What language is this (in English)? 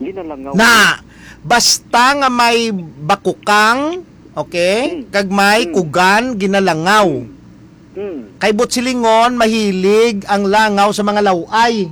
Hiligaynon